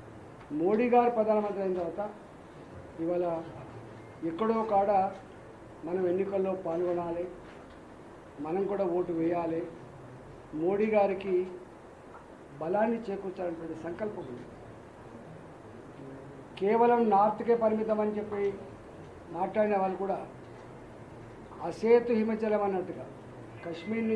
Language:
Telugu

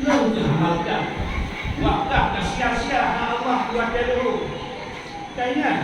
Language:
Achinese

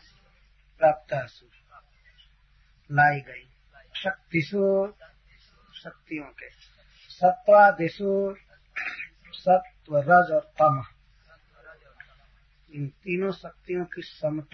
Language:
Hindi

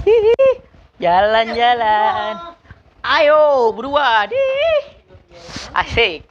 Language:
Betawi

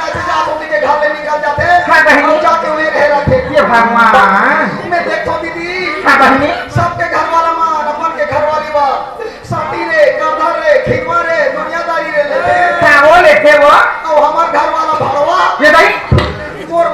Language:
Chhattisgarhi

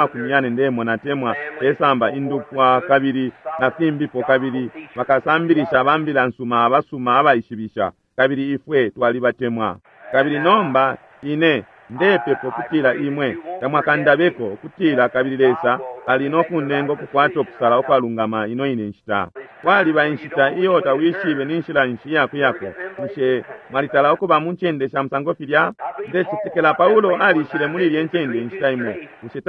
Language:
Bemba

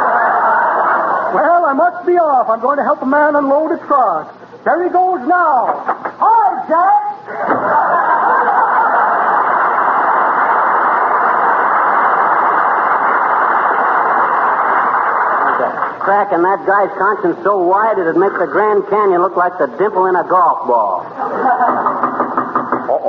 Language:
English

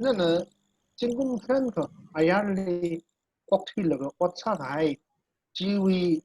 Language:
Tangkhul Naga (India)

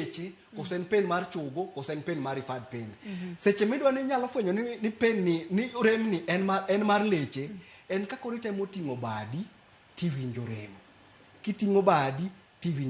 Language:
Luo (Kenya and Tanzania)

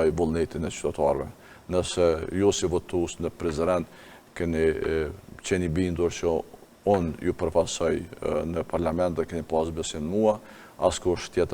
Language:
Albanian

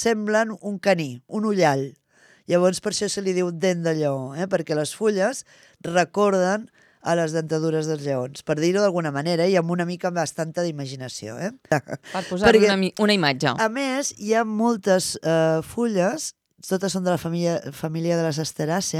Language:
Catalan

